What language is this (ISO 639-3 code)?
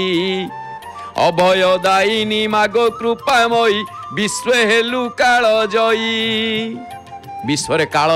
ori